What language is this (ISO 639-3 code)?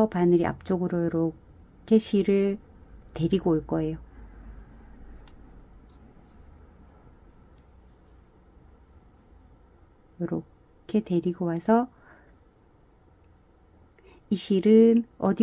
kor